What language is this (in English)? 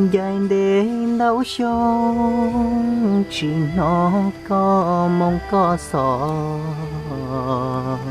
Hmong